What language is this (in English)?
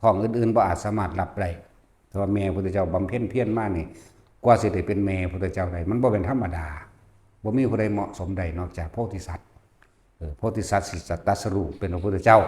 Lao